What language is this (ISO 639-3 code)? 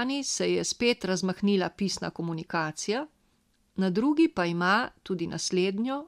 slv